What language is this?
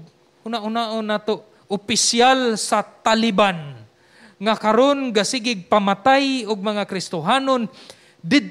Cebuano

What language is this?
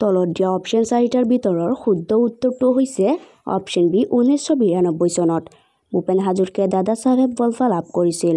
Assamese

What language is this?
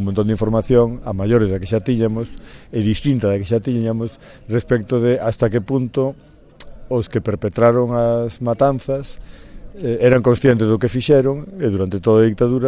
Galician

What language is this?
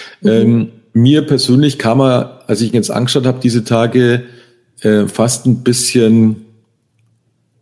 German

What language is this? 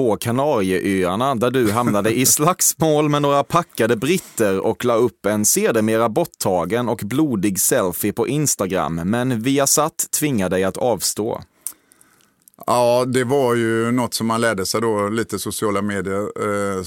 Swedish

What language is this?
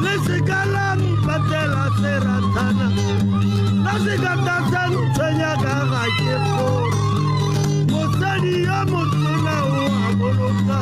Tswana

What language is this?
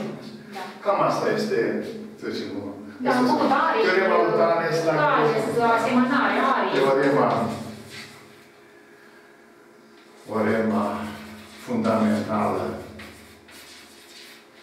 Romanian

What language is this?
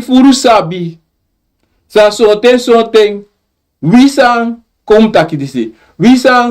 Sranan Tongo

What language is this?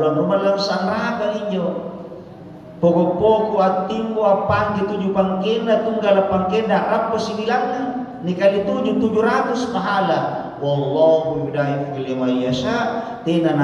Makasar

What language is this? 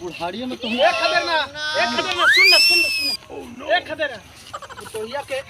Magahi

